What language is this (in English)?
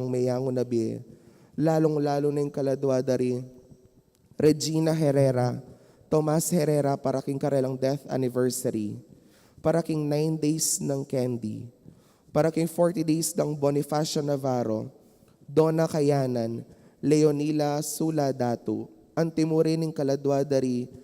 Pampanga